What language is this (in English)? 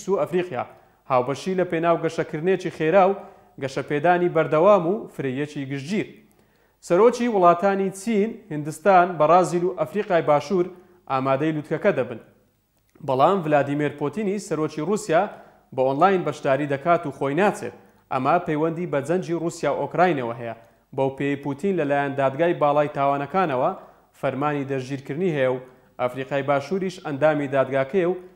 Central Kurdish